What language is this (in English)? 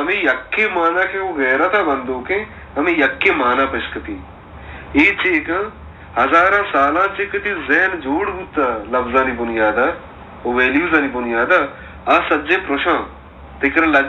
Baluchi